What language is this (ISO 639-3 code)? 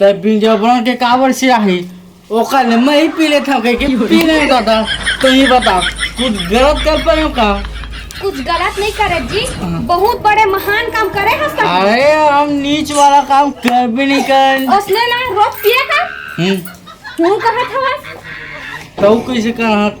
hne